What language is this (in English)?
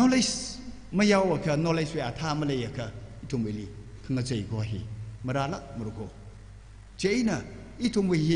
Tangkhul Naga (India)